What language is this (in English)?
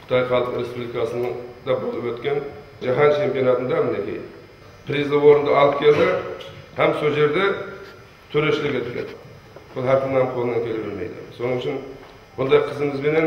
Kara-Kalpak